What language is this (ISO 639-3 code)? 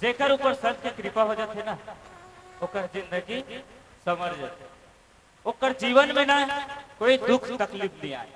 hne